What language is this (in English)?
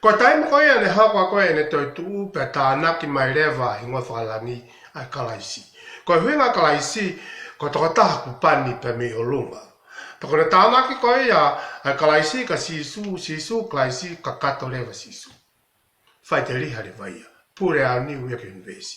Tongan